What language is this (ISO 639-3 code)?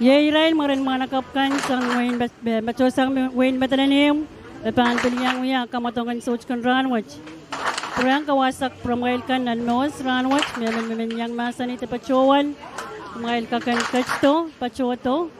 pon